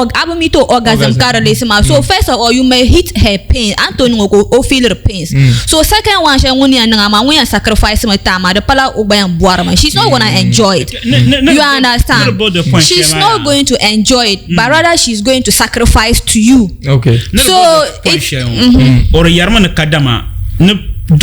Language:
Dagbani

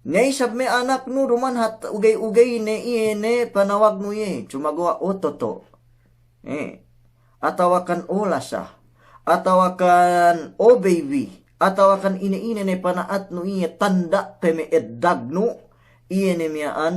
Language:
Yakan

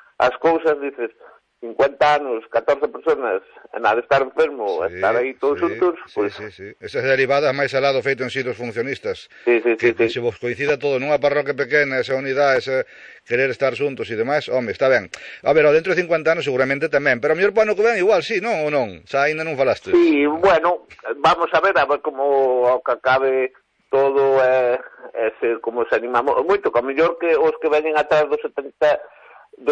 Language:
Galician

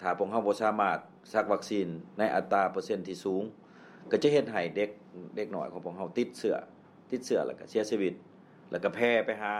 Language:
Lao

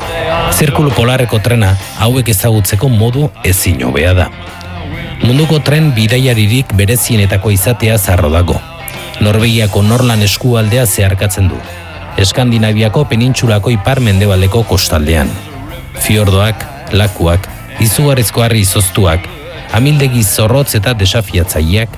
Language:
Basque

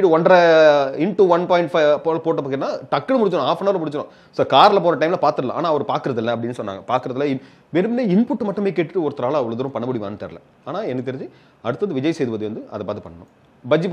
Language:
Tamil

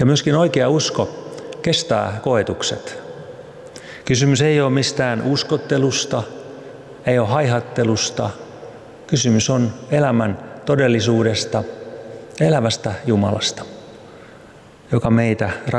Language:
Finnish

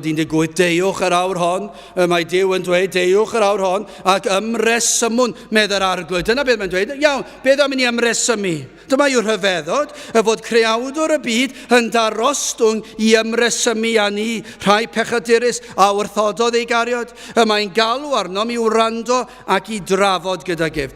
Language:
Welsh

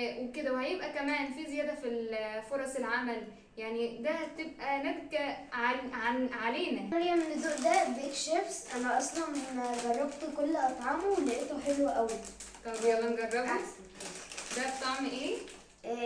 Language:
Egyptian Arabic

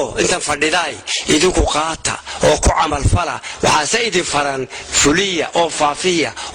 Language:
Somali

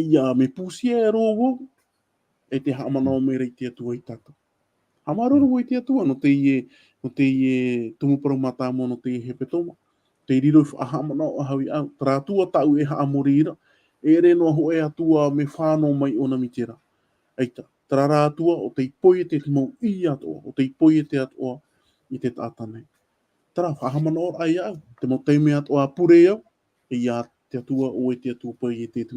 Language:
Tahitian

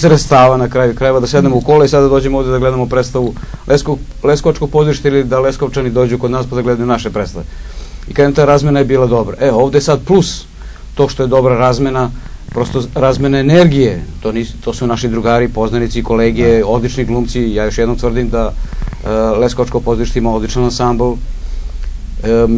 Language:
Serbian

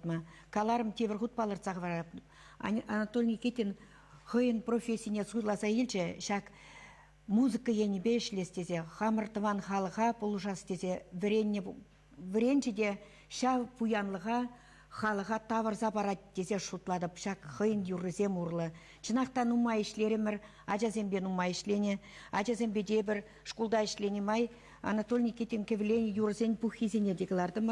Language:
Chuvash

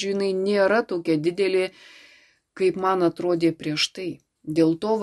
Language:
Lithuanian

